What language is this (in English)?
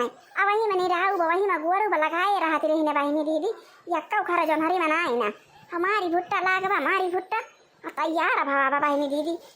Awadhi